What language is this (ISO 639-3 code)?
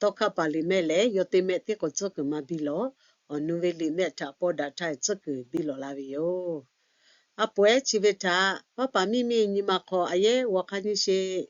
lhu